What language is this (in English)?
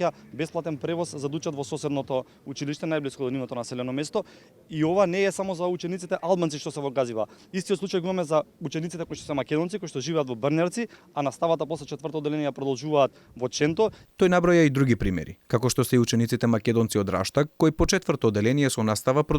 Macedonian